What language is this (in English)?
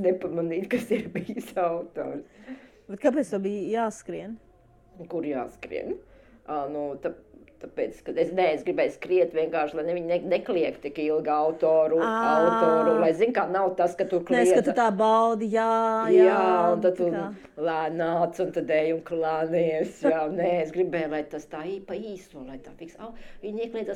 Latvian